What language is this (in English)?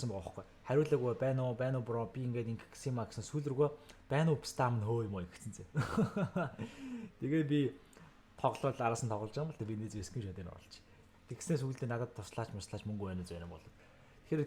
Mongolian